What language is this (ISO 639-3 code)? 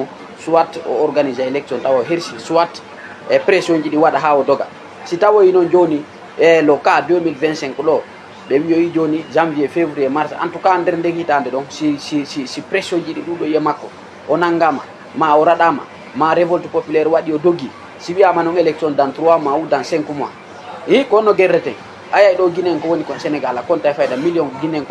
ful